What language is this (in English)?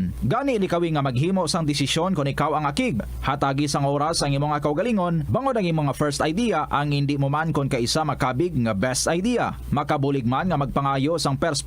Hiligaynon